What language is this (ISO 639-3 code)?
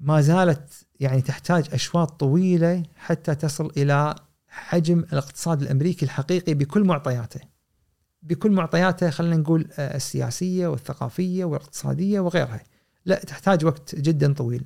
afb